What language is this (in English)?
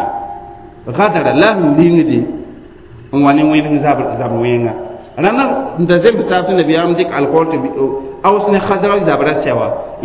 Mossi